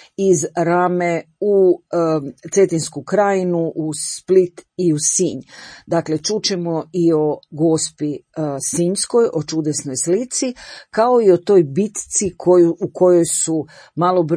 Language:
Croatian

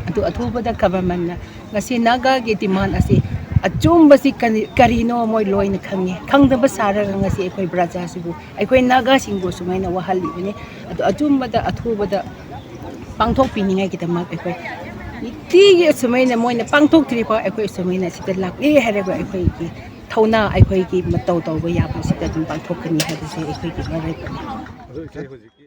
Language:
Manipuri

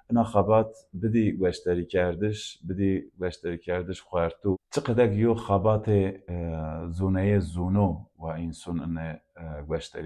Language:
Zaza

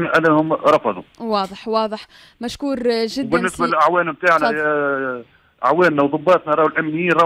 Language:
Tunisian Arabic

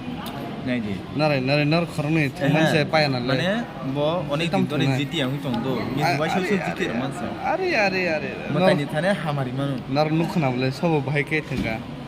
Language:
Kok Borok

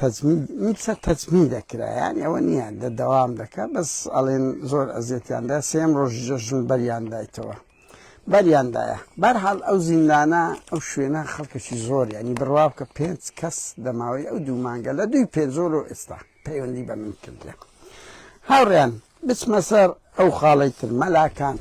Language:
Central Kurdish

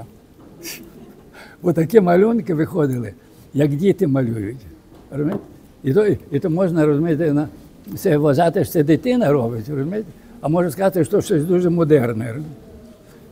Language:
Ukrainian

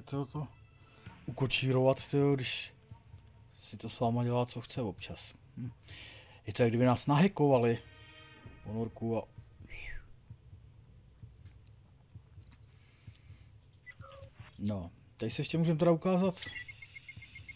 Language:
Czech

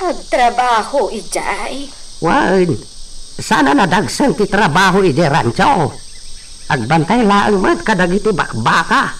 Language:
Iloko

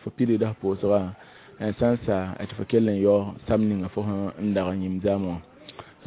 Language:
Mossi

